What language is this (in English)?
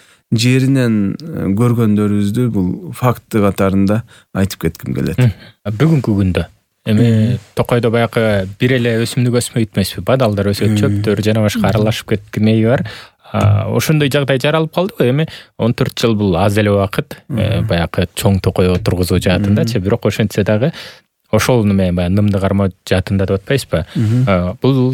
Kyrgyz